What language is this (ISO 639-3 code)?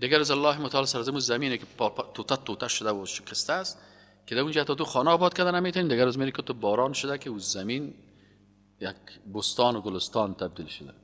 fas